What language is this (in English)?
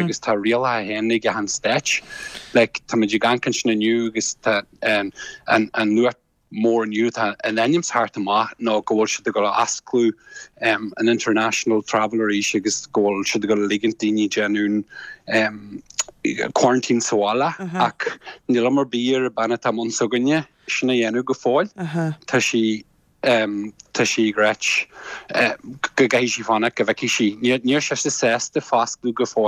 Irish